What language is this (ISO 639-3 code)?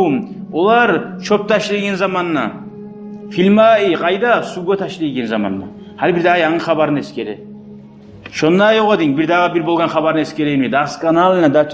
kum